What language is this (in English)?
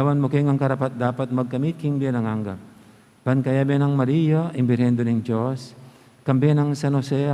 Pampanga